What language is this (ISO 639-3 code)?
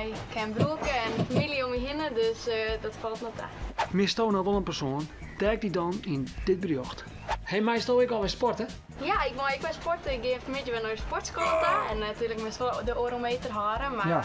fry